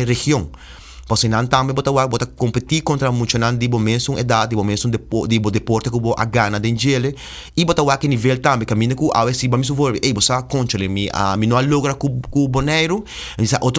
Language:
Papiamento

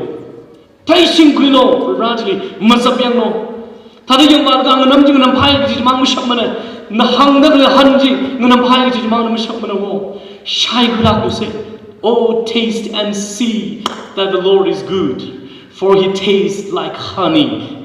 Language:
Tangkhul Naga (India)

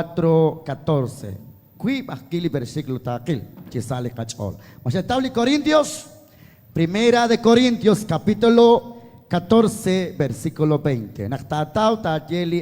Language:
Kekchí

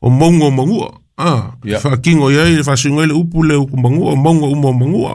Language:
Samoan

